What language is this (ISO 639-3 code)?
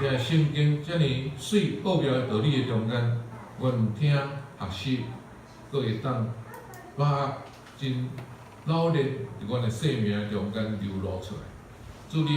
nan